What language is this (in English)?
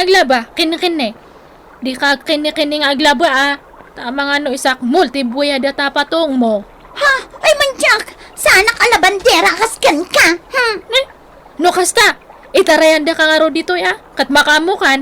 Iloko